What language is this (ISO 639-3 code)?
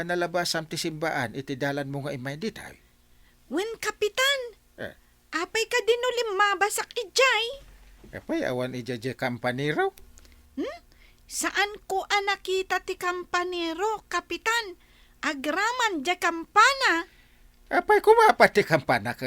ilo